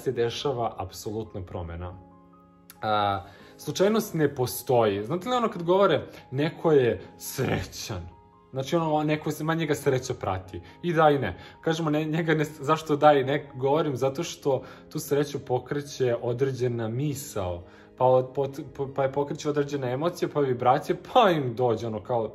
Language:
Serbian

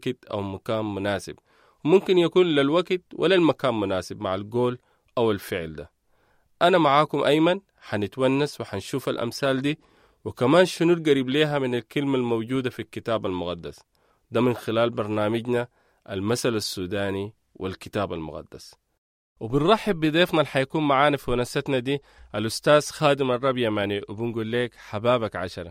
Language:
Sudanese Arabic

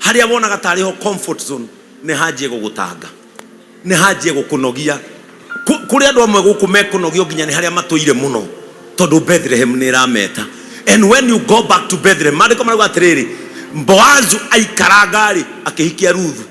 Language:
Kikuyu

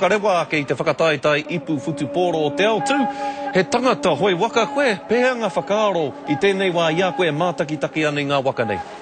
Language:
Māori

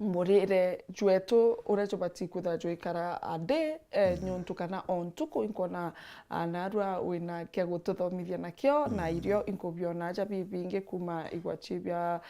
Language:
Meru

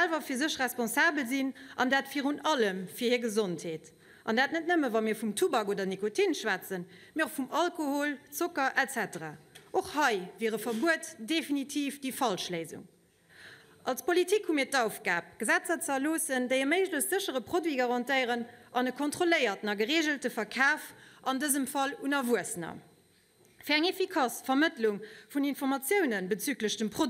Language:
Luxembourgish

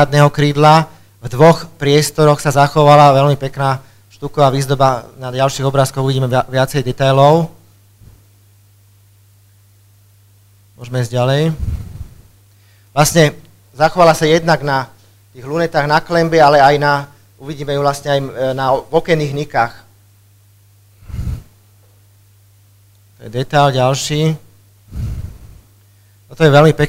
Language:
Slovak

